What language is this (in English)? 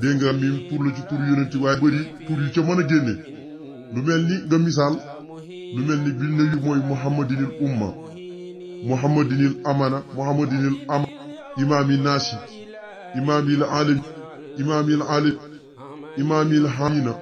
Wolof